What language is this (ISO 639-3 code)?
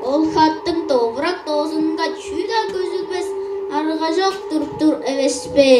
tyv